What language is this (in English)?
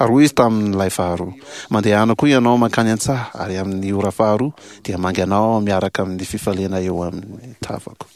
Malagasy